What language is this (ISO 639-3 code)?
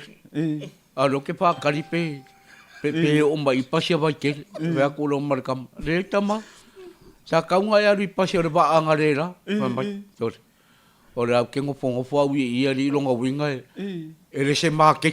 smo